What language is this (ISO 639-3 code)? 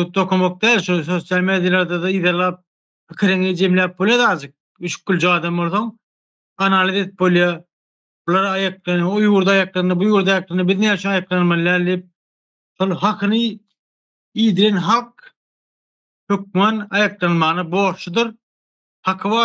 tuk